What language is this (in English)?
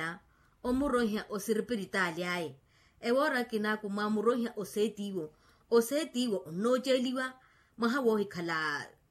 Makhuwa